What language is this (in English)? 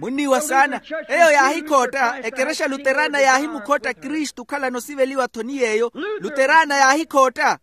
Makhuwa